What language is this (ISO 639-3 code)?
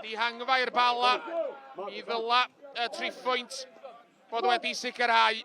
cym